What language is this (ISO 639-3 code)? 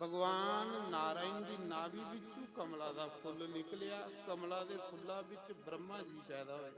doi